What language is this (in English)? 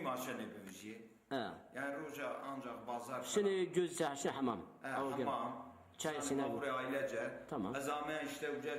Zaza